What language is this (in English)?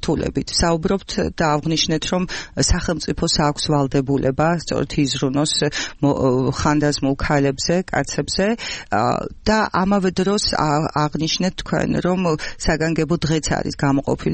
Georgian